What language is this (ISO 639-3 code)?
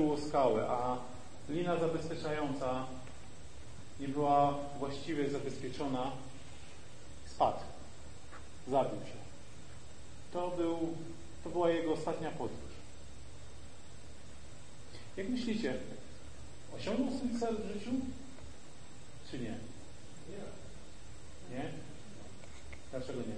pol